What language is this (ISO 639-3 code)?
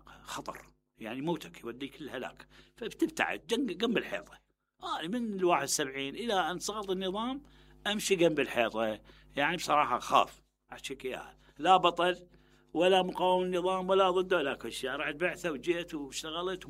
acm